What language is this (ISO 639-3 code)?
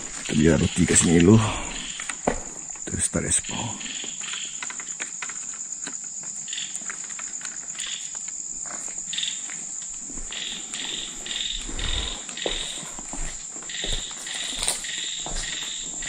msa